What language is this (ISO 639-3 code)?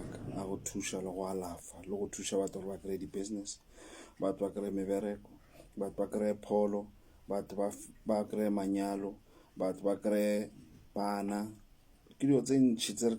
nso